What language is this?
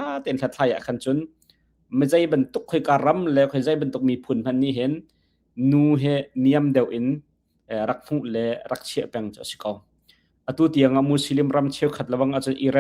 Hakha Chin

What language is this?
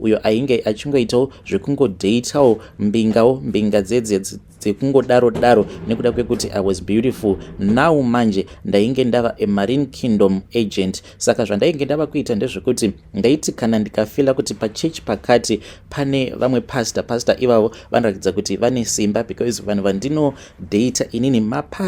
Shona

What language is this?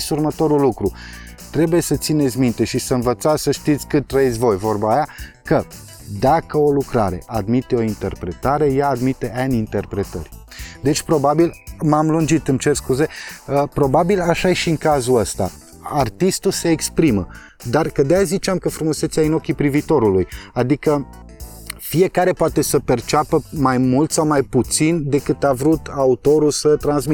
Romanian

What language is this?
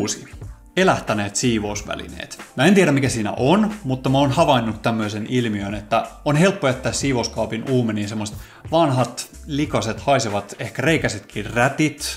Finnish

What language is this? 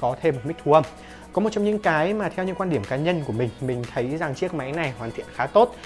Vietnamese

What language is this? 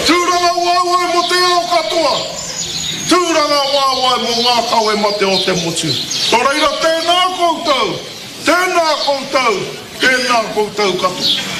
Māori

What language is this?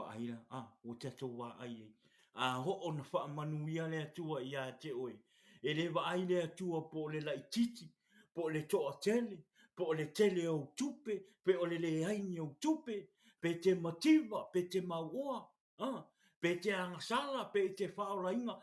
Samoan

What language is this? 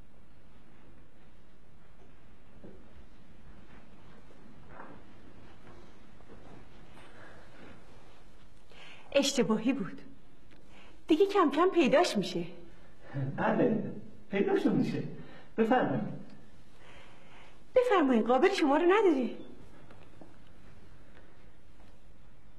Persian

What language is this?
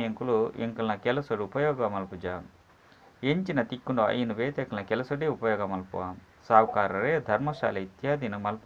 Tulu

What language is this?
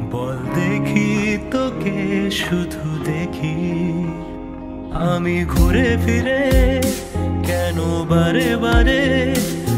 Bangla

